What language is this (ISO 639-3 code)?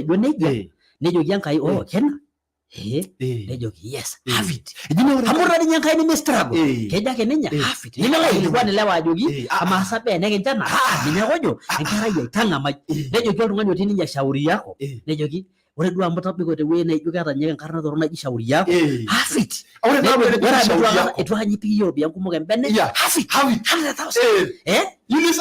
mas